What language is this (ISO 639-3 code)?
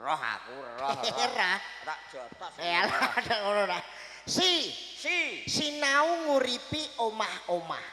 jav